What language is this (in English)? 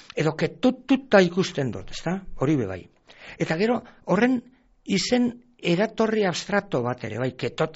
Basque